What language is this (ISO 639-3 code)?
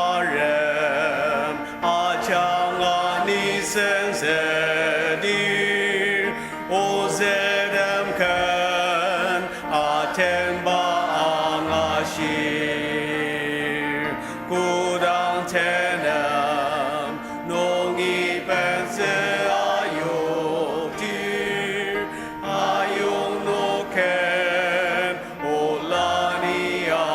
njo